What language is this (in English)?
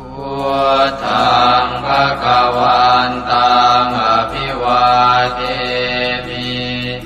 Pali